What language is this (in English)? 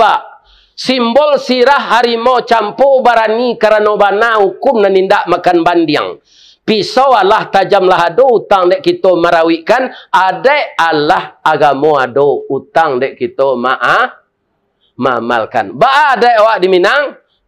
Minangkabau